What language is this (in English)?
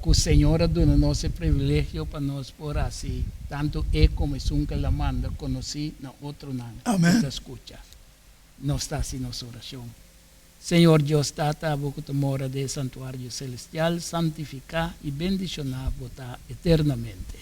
Papiamento